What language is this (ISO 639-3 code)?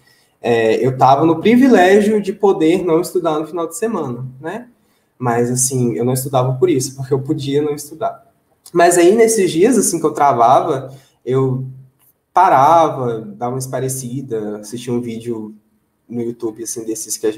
por